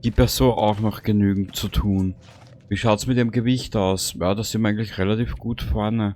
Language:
Bavarian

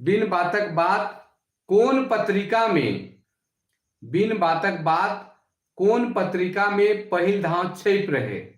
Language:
Sadri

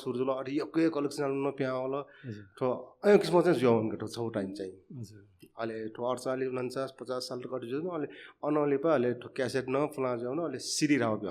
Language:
Newari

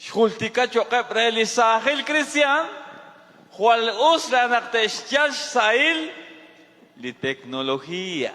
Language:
Kekchí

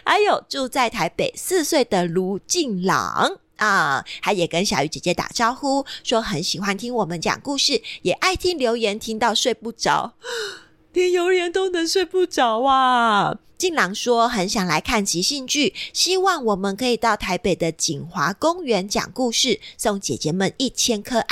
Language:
Chinese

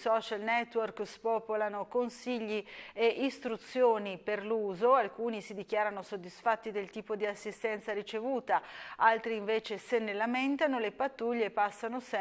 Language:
Italian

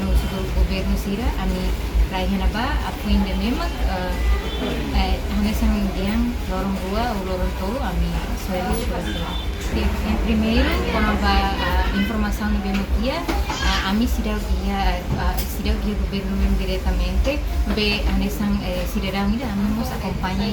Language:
Tetum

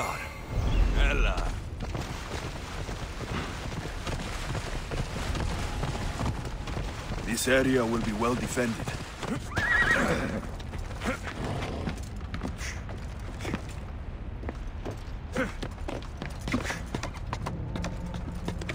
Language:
English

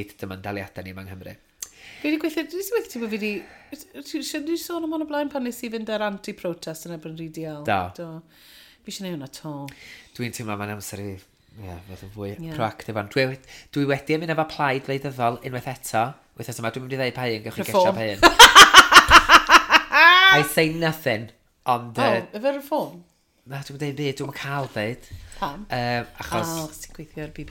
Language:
Welsh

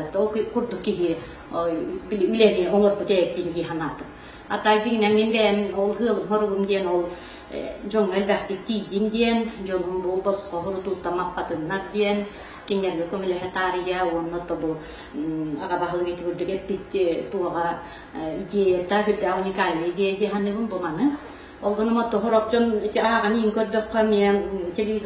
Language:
Yakut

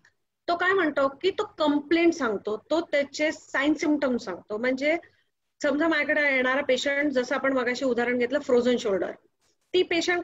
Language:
Marathi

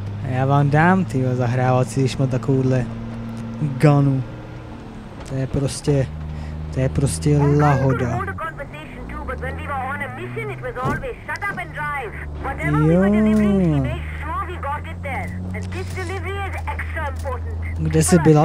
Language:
Czech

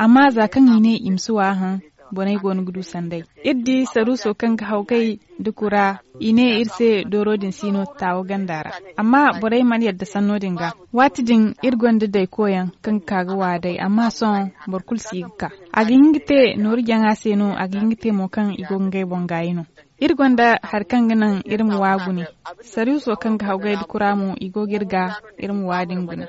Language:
Zarma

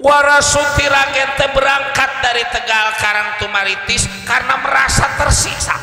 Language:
Betawi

